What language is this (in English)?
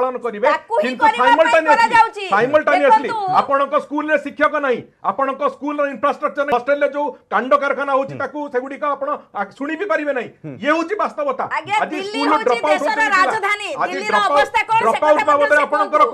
Odia